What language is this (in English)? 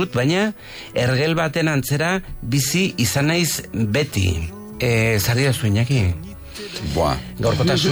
Basque